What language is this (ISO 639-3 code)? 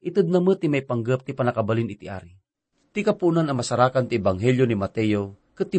ilo